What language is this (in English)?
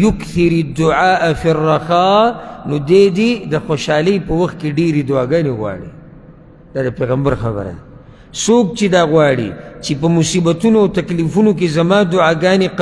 Pashto